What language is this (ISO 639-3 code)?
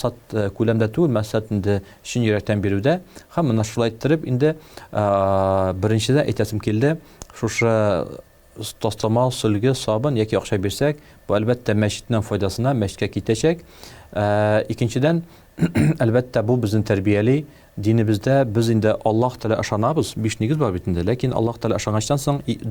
tat